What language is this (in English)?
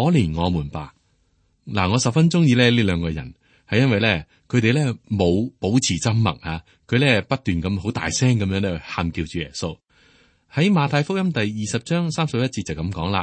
Cantonese